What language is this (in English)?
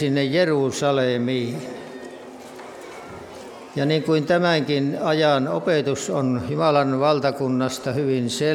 Finnish